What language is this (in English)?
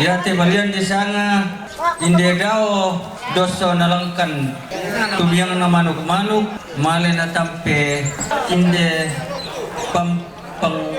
Toraja-Sa'dan